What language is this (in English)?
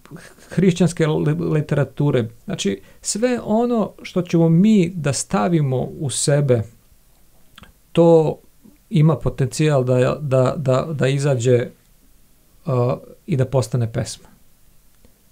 Serbian